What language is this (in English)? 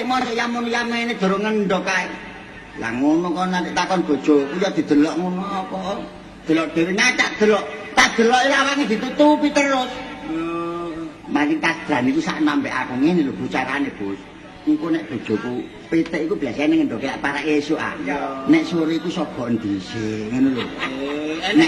Javanese